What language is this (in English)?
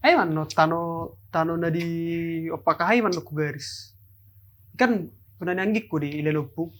Batak Toba